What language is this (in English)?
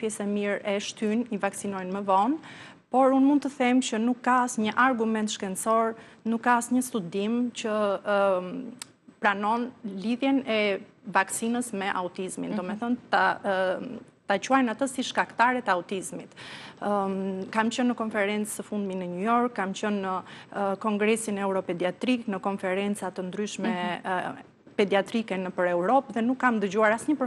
Albanian